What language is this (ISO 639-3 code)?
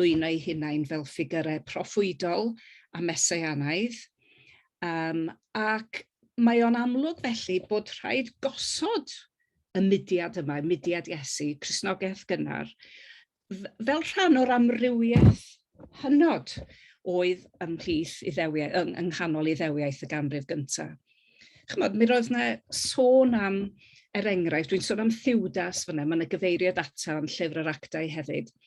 cym